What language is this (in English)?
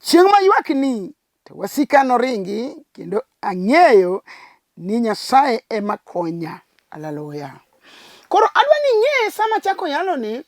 Luo (Kenya and Tanzania)